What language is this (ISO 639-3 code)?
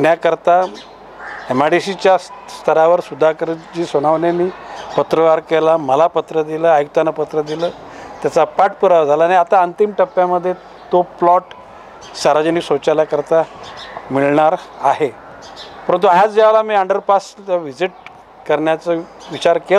mar